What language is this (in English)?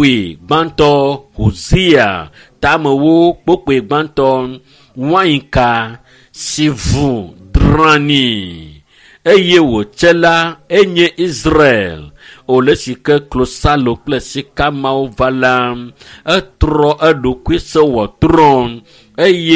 Ewe